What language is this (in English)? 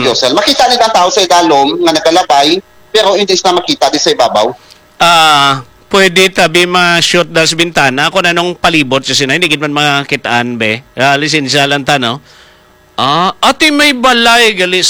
Hiligaynon